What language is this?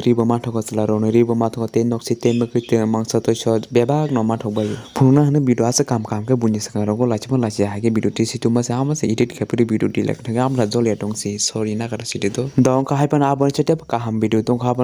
Kok Borok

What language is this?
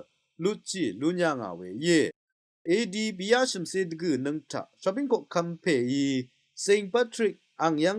Rawang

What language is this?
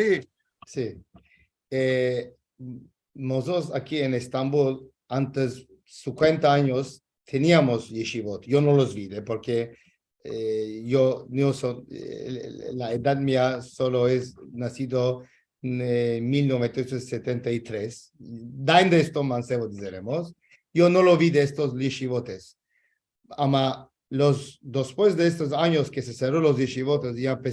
Ladino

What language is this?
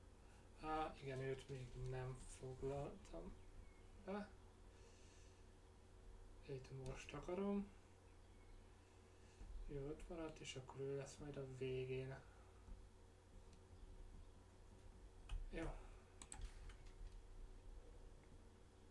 Hungarian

